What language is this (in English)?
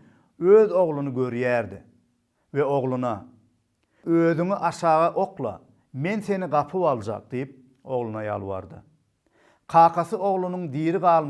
Turkmen